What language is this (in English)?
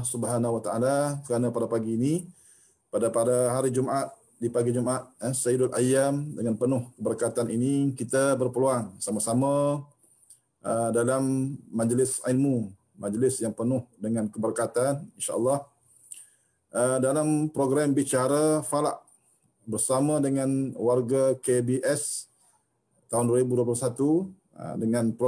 Malay